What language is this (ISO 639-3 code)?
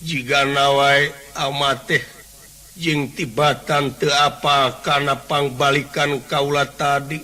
sun